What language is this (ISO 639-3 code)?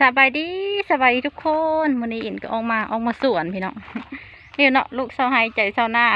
lao